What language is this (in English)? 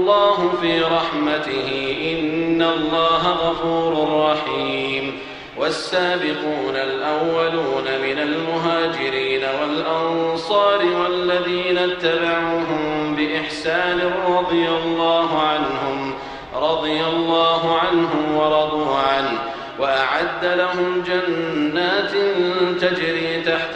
Arabic